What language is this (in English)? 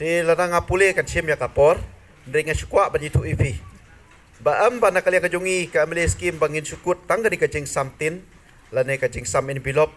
Khasi